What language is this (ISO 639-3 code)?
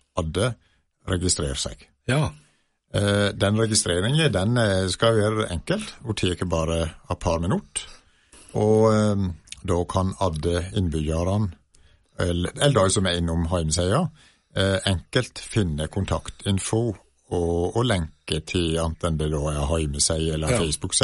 nor